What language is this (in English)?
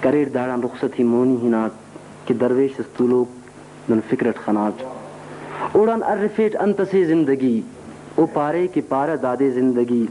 Brahui